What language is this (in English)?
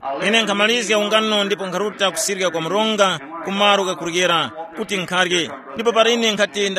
Tumbuka